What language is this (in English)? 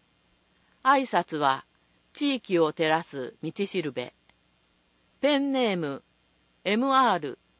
Japanese